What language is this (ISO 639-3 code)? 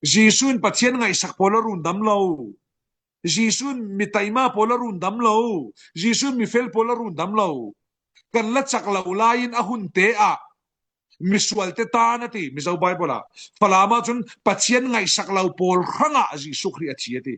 cfm